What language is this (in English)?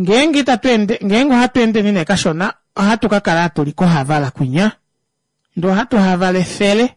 Kuanyama